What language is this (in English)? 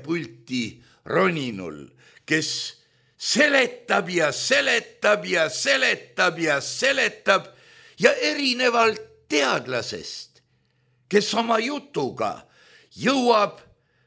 Estonian